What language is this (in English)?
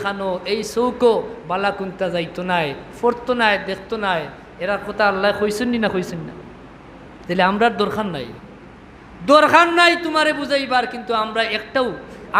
Sylheti